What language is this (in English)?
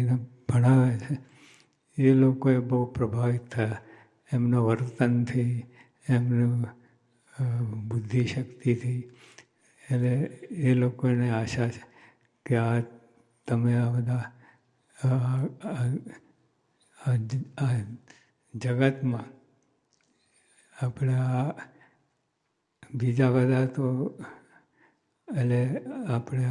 Gujarati